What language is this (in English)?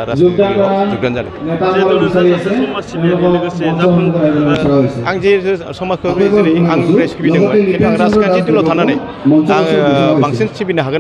Bodo